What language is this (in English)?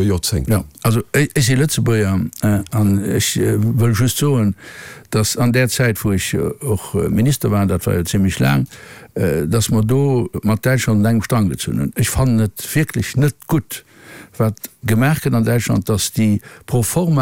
Luxembourgish